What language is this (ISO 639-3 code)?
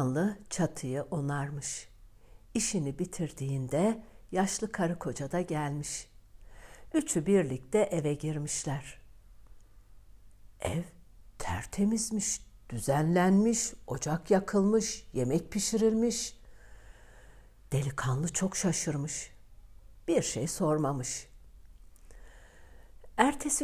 tur